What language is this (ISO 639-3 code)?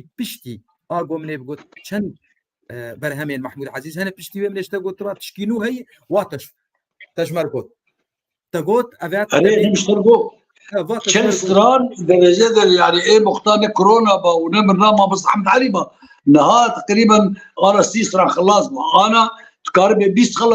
kur